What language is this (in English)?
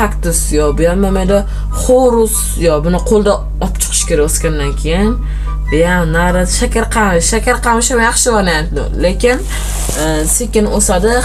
Uzbek